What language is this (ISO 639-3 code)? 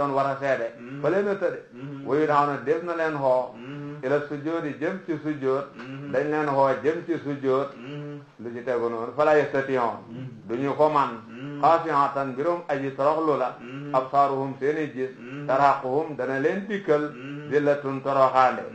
wol